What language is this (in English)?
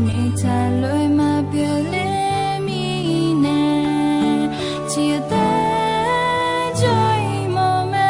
Akha